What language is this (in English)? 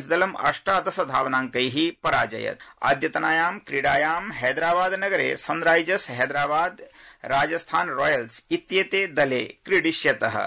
Sanskrit